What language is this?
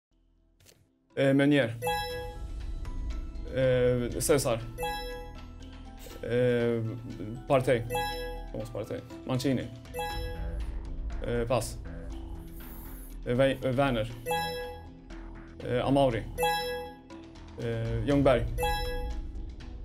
Swedish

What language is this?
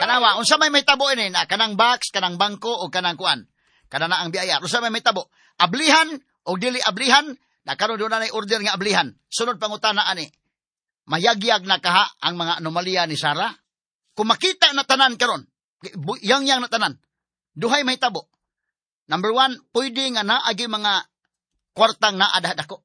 Cebuano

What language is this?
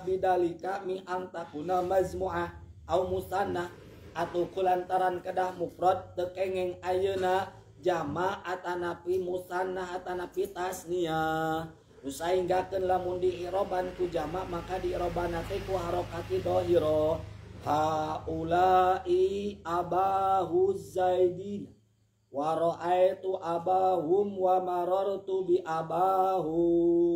Sundanese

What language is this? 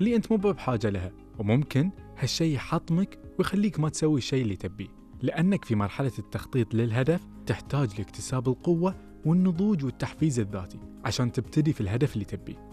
Gulf Arabic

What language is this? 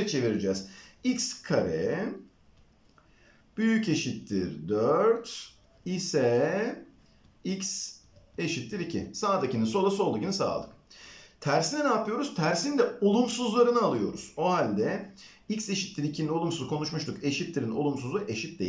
Turkish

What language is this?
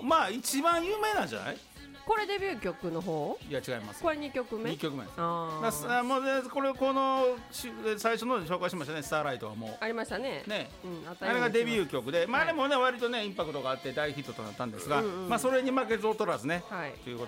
Japanese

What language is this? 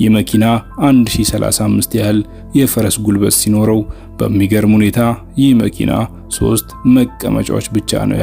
Amharic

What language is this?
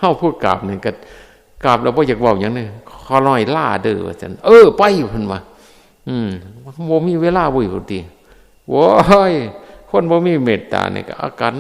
Northeastern Thai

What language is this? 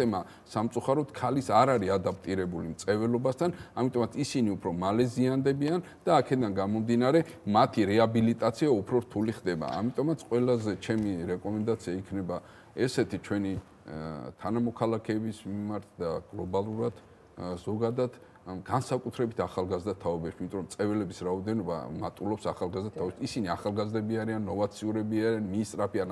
Georgian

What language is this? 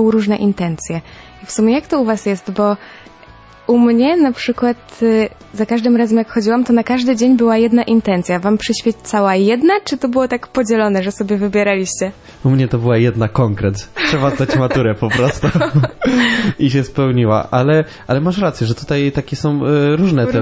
Polish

